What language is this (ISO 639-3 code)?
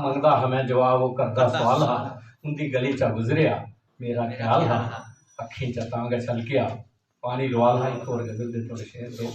doi